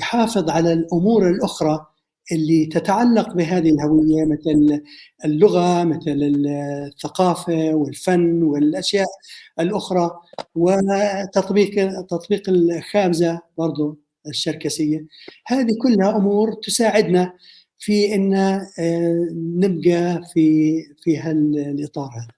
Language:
North Levantine Arabic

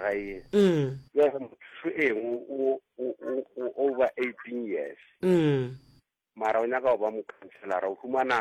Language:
Northern Sotho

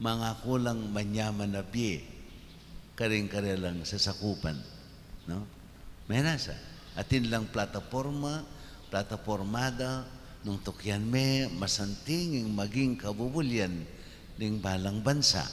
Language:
Pampanga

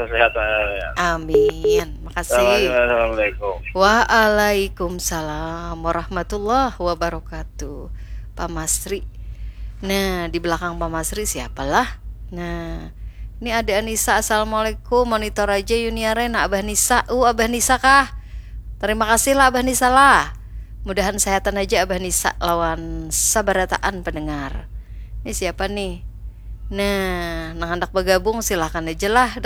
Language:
Banjar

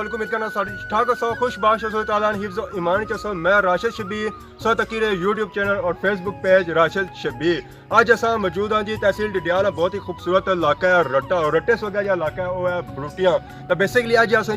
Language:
Pahari-Potwari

